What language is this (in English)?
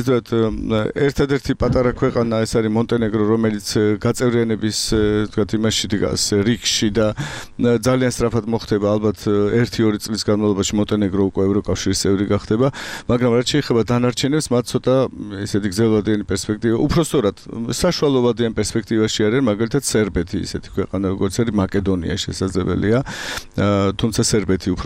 Georgian